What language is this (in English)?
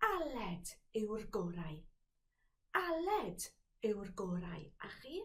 Welsh